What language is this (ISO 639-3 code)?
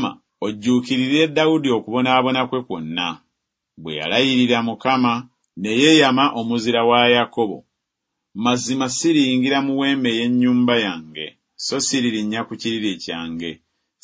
lug